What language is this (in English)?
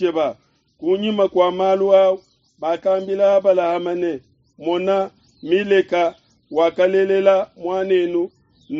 Luba-Lulua